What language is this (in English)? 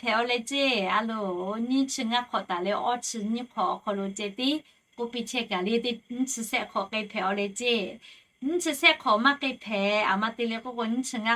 Lahu